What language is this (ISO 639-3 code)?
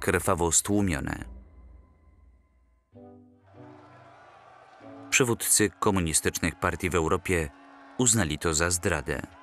pol